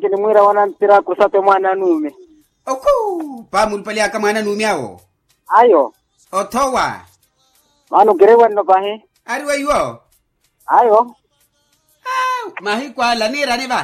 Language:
Makhuwa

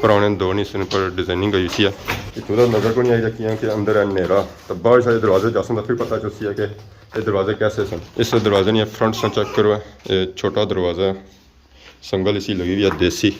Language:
Pahari-Potwari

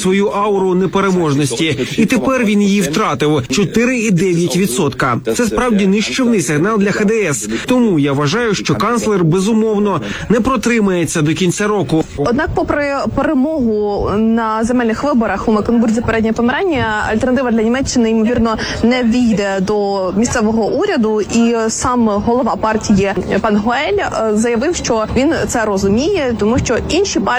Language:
Ukrainian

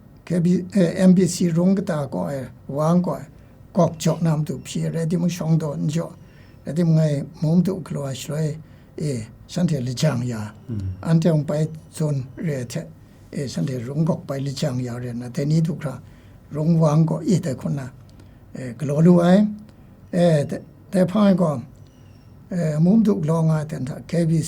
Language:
Kachin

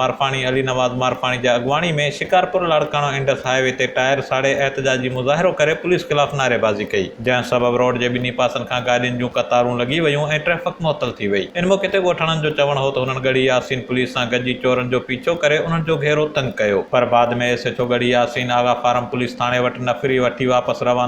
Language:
Sindhi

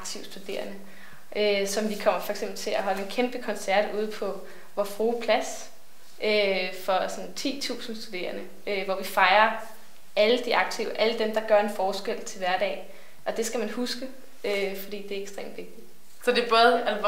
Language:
Danish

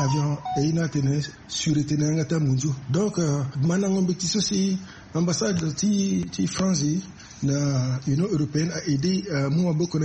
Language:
Sango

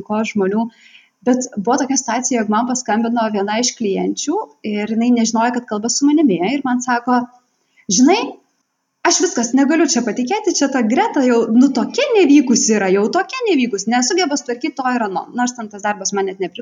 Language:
Lithuanian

